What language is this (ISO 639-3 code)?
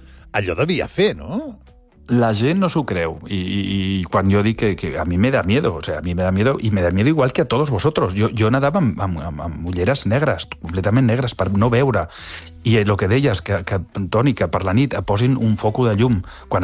cat